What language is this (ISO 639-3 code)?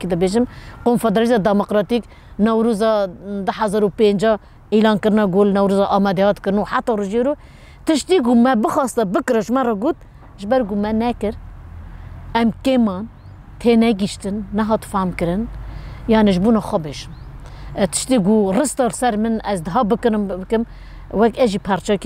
kur